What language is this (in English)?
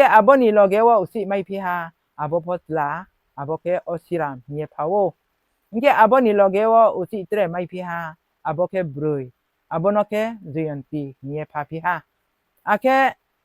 Riang (India)